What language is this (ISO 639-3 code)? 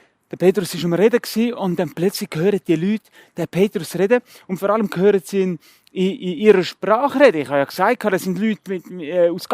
gsw